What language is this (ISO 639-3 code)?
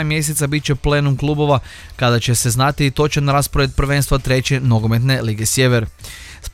hrv